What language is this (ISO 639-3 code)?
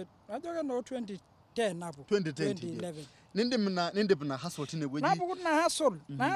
mas